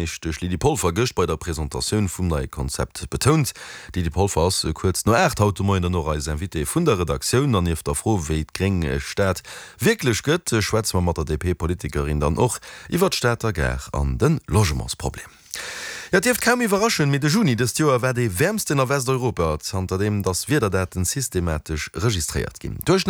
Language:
Luxembourgish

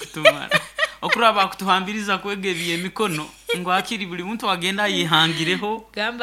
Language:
Nyoro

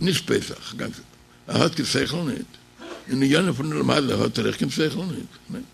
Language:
Yiddish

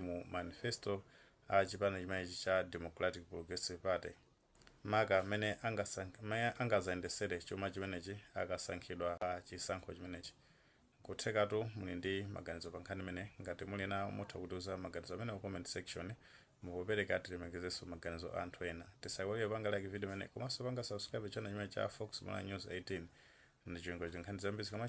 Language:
Nyanja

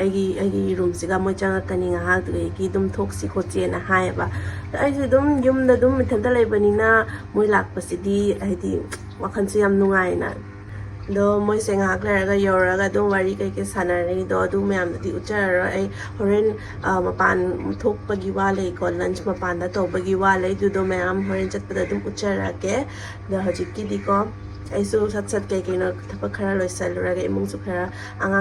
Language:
Manipuri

